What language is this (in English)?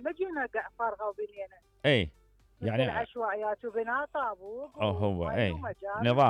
Mesopotamian Arabic